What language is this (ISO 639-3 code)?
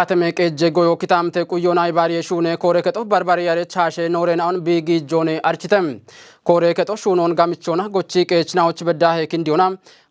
kbr